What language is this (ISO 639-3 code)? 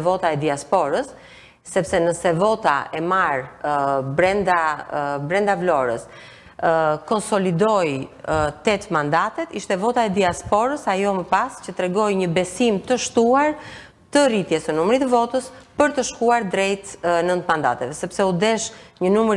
sqi